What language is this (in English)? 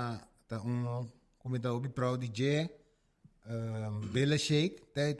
Papiamento